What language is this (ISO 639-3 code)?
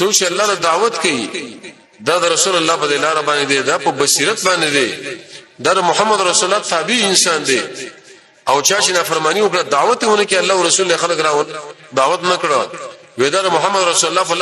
pus